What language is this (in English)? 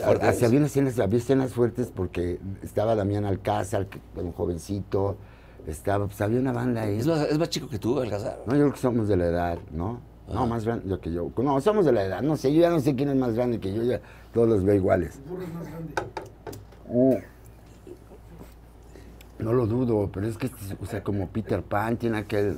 Spanish